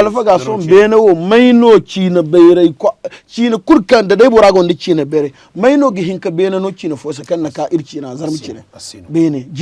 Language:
Zarma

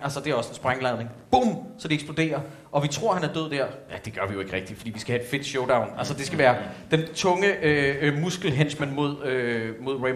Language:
Danish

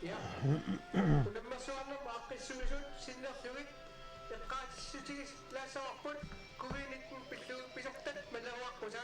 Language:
Kalaallisut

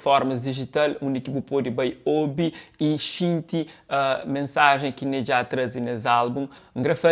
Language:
Kabuverdianu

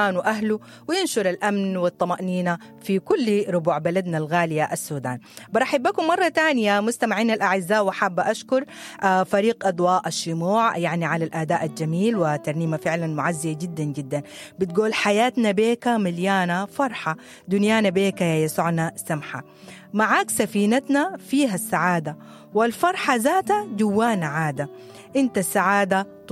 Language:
Sudanese Arabic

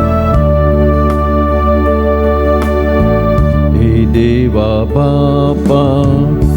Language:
Konkani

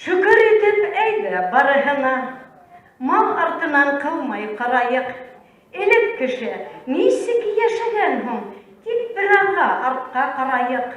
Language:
Bashkir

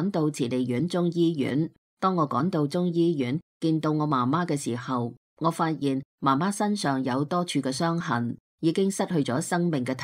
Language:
Cantonese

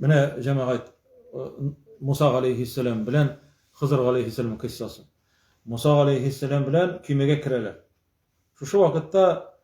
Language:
Tatar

